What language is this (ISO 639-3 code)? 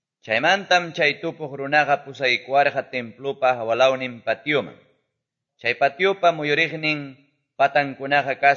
que